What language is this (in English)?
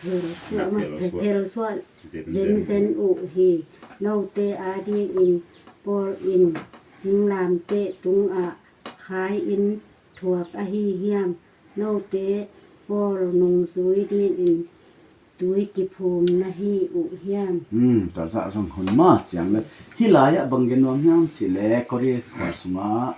Paite Chin